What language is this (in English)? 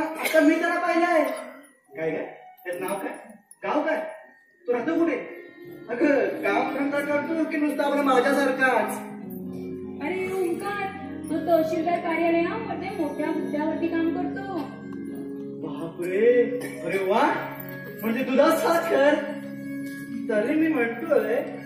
Marathi